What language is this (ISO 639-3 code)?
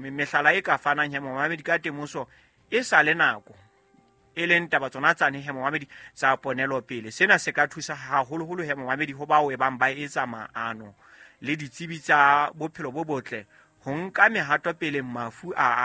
sot